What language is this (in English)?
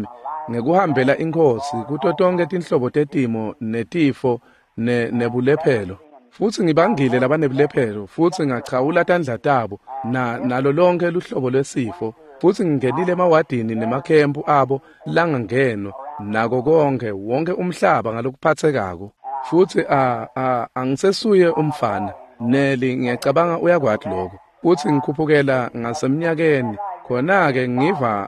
Swati